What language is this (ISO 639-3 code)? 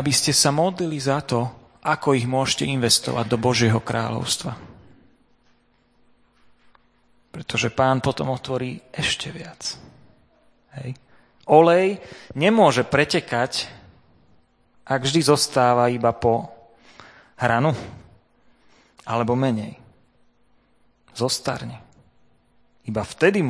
slk